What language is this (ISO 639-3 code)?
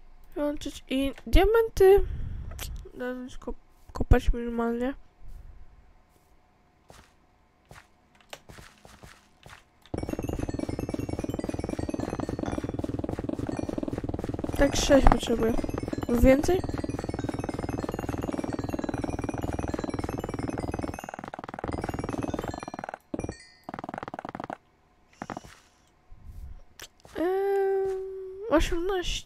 pol